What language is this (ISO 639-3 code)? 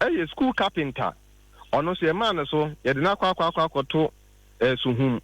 aka